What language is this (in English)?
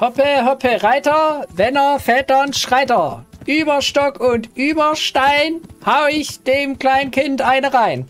Swiss German